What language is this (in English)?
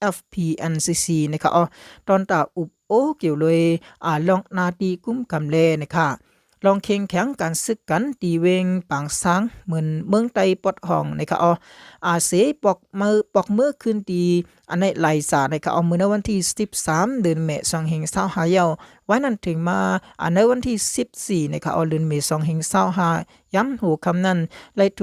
Shan